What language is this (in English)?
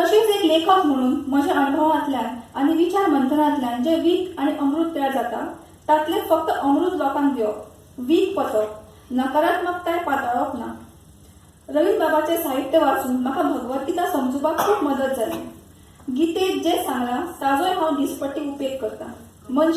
Konkani